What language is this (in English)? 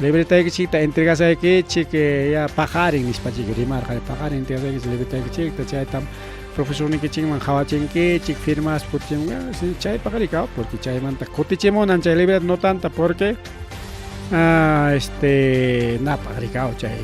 Ayacucho Quechua